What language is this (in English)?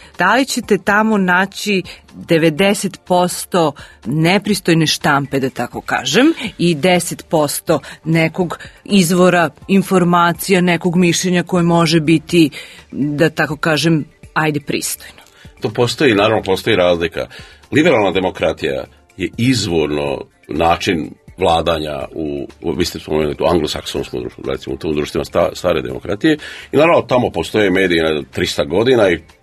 Serbian